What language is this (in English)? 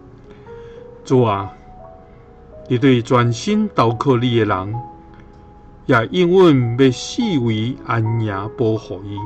Min Nan Chinese